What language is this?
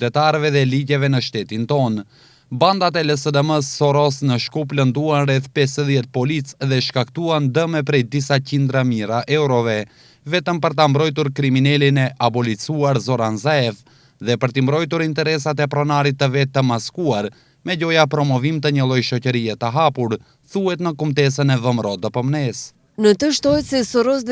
Albanian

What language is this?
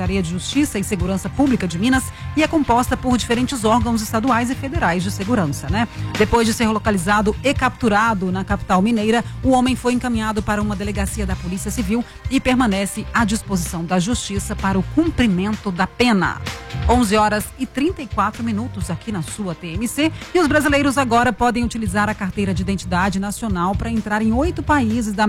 Portuguese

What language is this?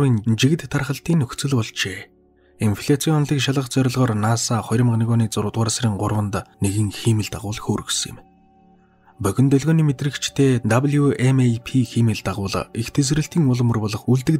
Mongolian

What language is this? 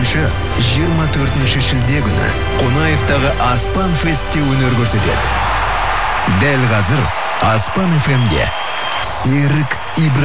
Kazakh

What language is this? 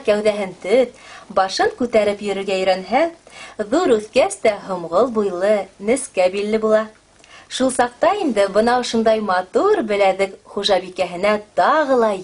Bashkir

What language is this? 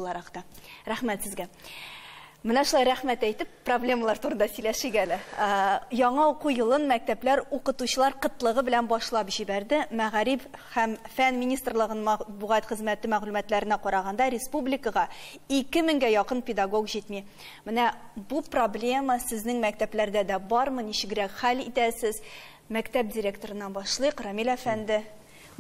Tatar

